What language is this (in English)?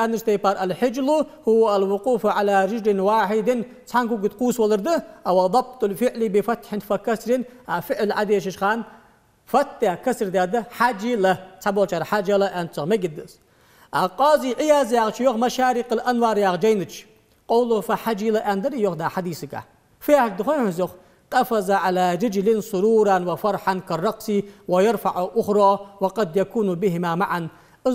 Ingush